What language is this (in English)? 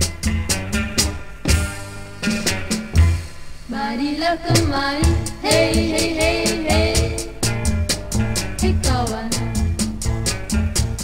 Indonesian